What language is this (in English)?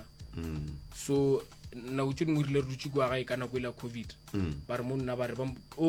Northern Sotho